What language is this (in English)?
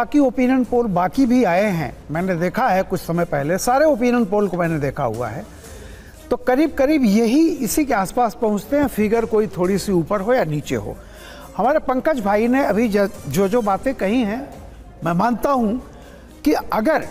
Hindi